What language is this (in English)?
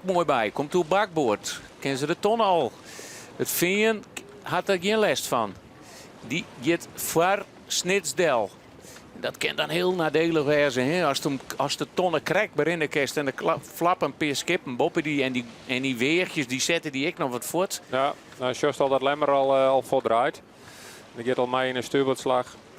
Western Frisian